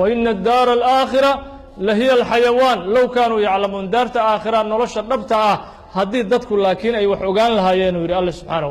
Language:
Somali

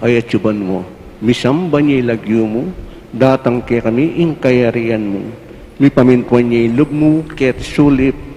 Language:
Pampanga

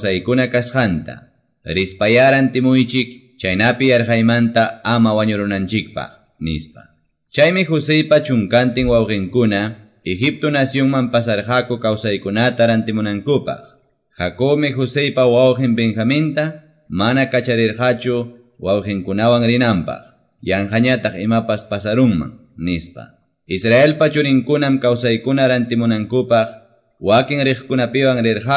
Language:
Quechua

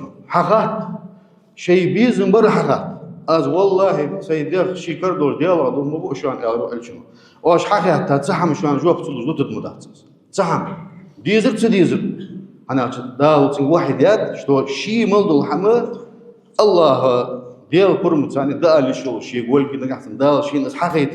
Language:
Ingush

